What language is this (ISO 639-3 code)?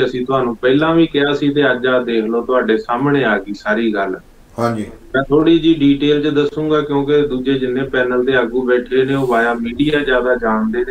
pan